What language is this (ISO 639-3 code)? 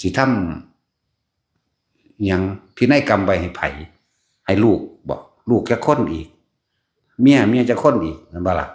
tts